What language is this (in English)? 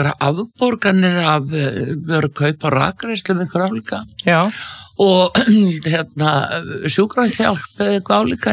Icelandic